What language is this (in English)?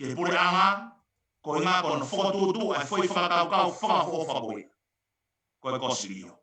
Tongan